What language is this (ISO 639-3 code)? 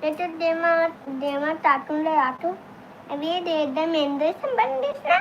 hne